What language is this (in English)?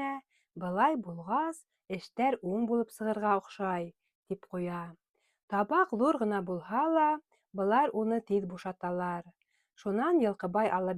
Bashkir